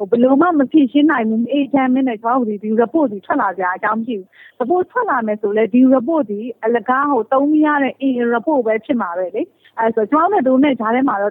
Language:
Burmese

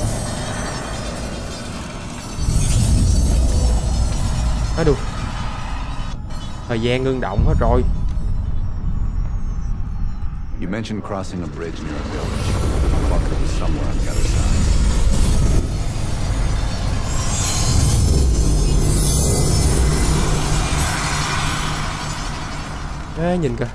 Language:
Vietnamese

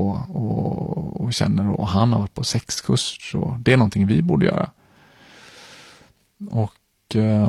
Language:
Swedish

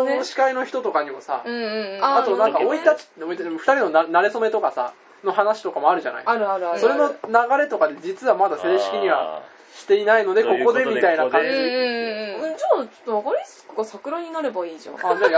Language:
Japanese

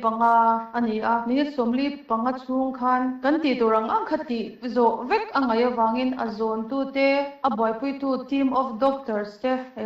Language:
Mizo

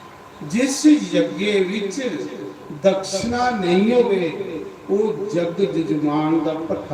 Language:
Dogri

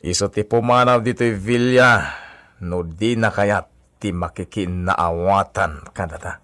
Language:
Iloko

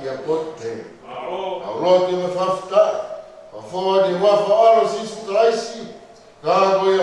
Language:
Tongan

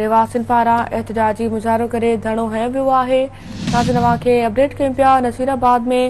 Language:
Sindhi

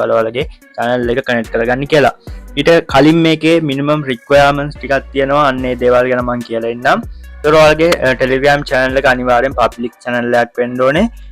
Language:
Sinhala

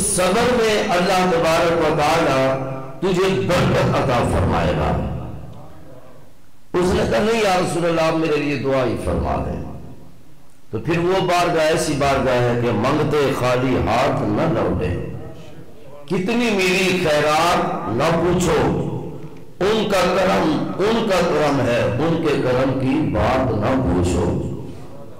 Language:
Urdu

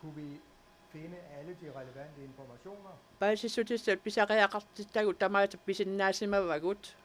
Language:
Kalaallisut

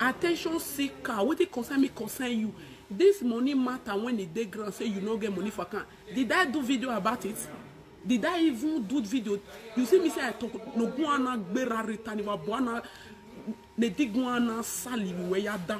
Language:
Nigerian Pidgin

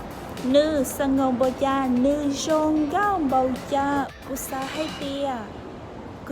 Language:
Hmong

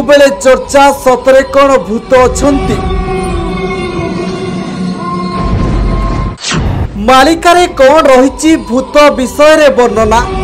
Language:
Odia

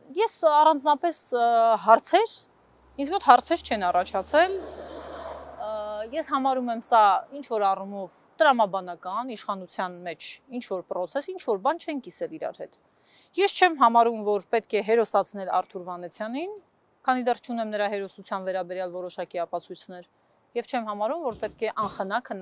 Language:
Armenian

